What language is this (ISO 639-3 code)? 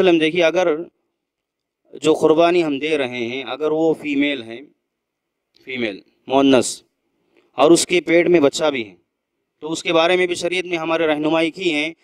urd